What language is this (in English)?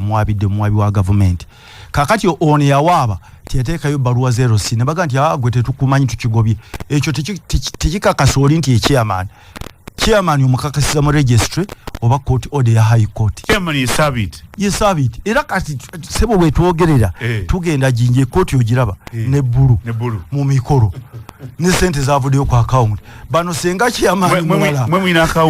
Ganda